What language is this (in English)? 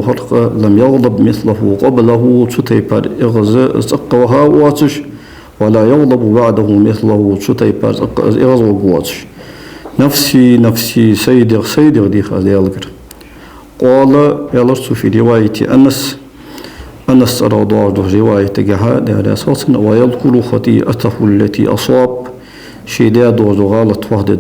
Ingush